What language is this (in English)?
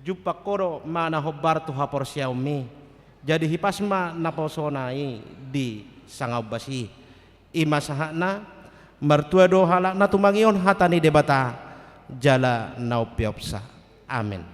Batak Toba